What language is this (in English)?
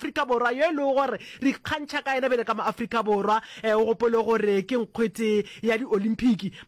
Northern Sotho